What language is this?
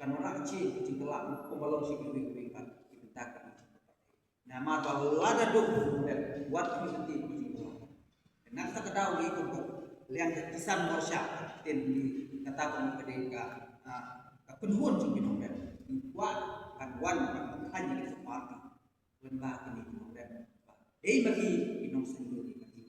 Khasi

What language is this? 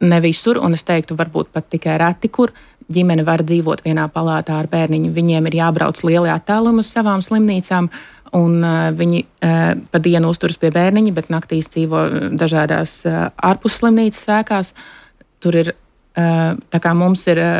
Latvian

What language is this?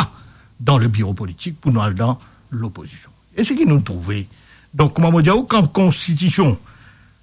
Morisyen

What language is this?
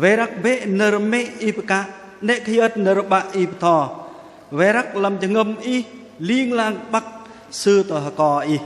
Bahnar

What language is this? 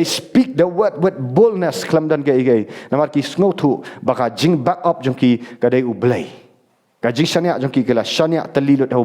Khasi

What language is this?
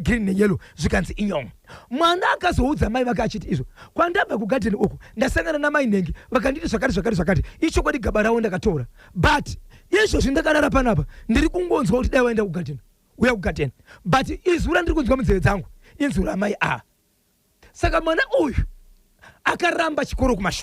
Shona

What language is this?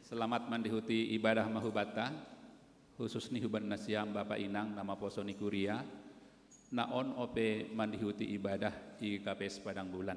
Batak Simalungun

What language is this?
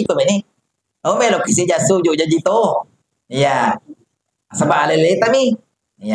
Buginese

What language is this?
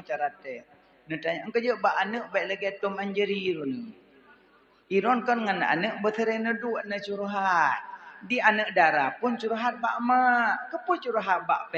Achinese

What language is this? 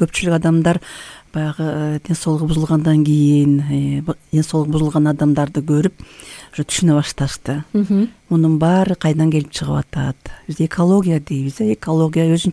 Kyrgyz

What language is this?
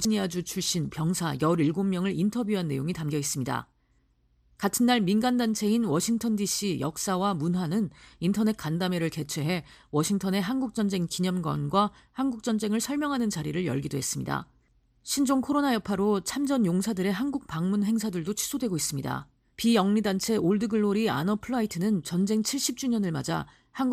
Korean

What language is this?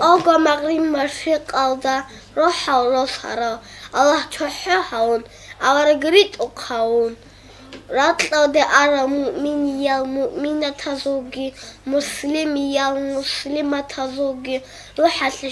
Avaric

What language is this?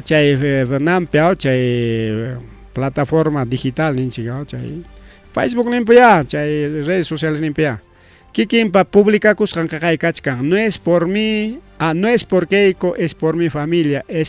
Ayacucho Quechua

